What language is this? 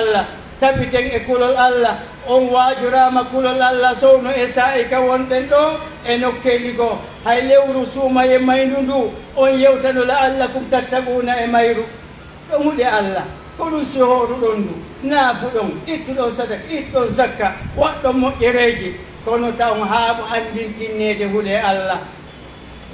Pular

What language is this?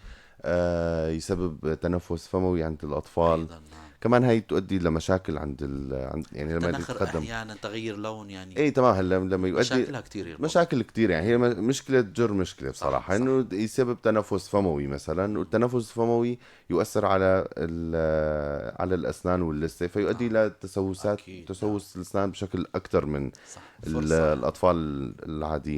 North Levantine Arabic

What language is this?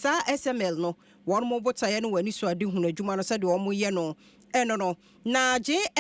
Akan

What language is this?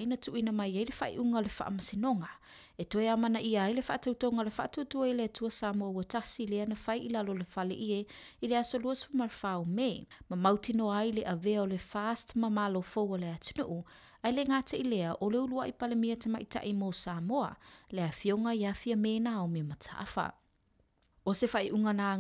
Samoan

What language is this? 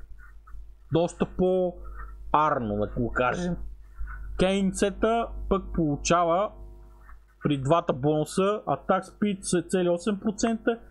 Bulgarian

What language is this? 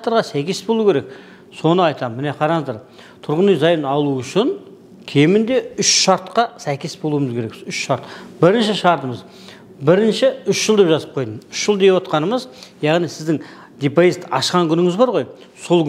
Kazakh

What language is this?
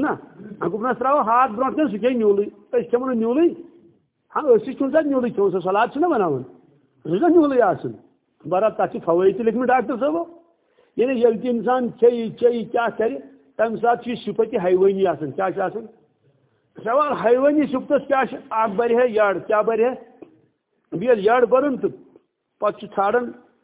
Kashmiri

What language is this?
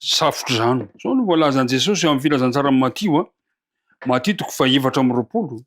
Malagasy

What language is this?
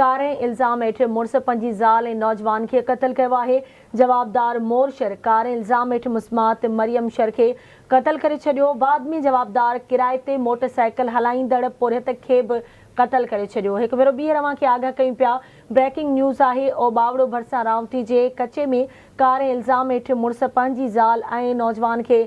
Sindhi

